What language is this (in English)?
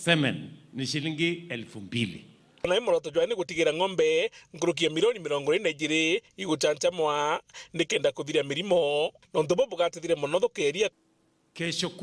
Meru